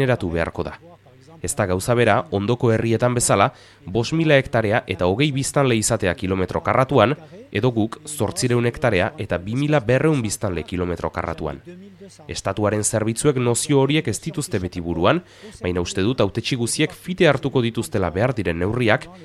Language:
Basque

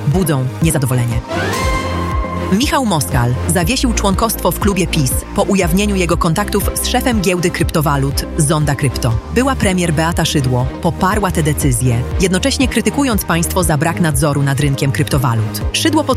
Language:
Polish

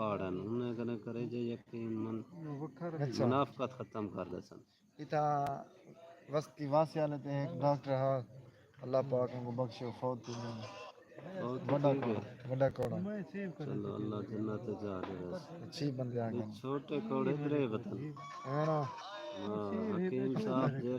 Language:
Saraiki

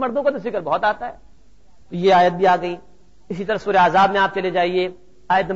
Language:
Urdu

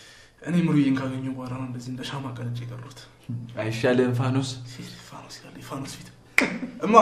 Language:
Amharic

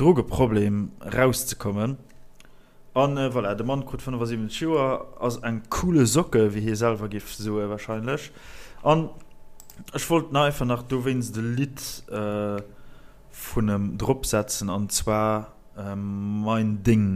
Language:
Luxembourgish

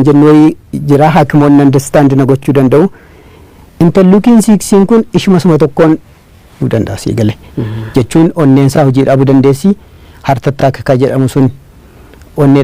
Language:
Oromo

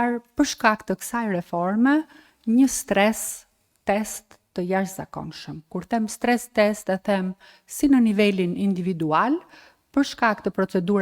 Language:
Albanian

